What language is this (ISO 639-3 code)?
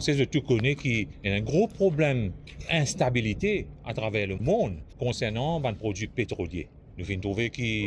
mfe